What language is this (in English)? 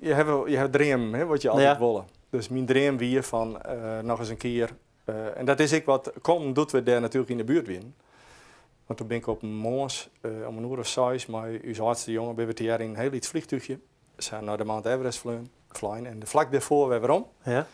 Western Frisian